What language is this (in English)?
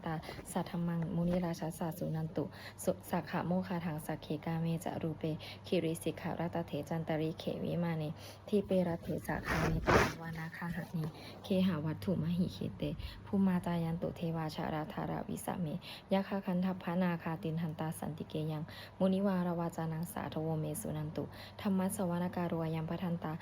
Pali